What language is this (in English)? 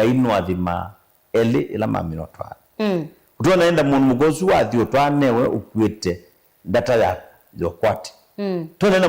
Kamba